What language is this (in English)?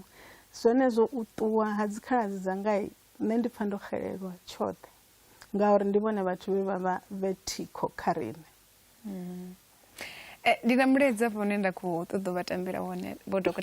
Venda